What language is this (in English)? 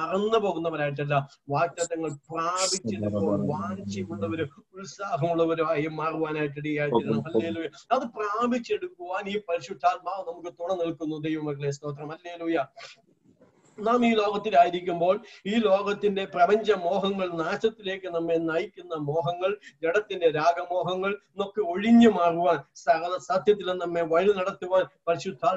Malayalam